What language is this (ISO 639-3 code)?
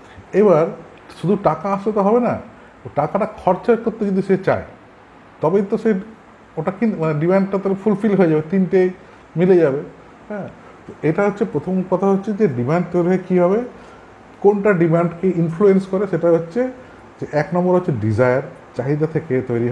ben